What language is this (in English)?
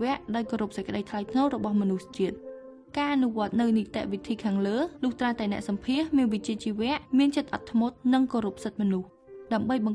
Khmer